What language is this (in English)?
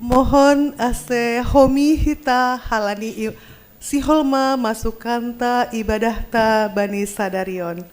Batak Simalungun